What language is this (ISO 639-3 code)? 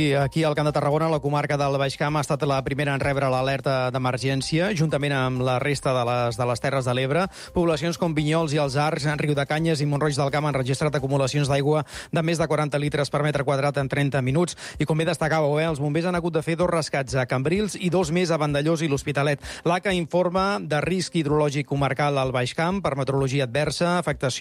cat